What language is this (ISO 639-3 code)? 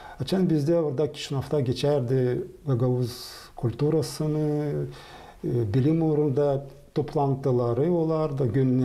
gag